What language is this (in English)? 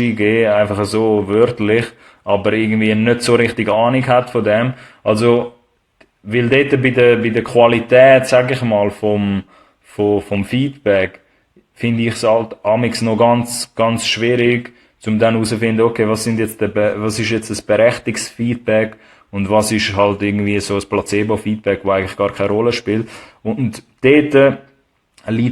Swiss German